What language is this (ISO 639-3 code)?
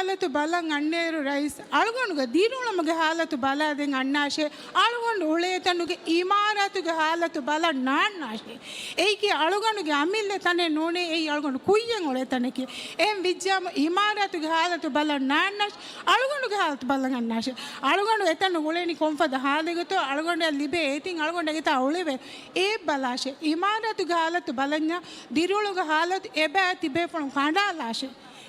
div